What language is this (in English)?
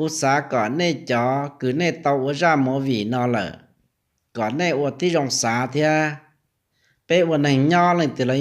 Hmong